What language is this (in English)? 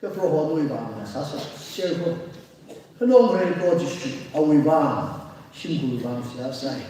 Tangkhul Naga (India)